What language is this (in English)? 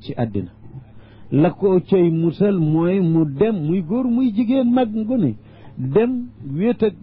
Wolof